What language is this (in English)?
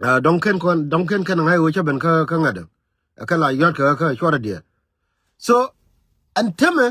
Nuer